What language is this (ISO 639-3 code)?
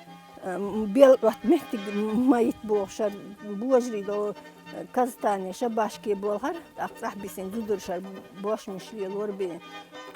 che